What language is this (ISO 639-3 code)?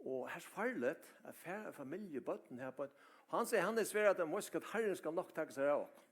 fao